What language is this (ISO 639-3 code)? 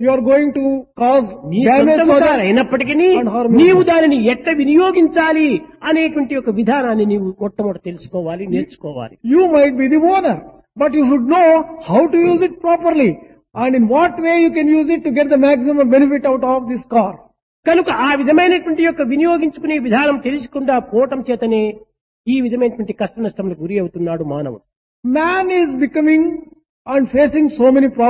tel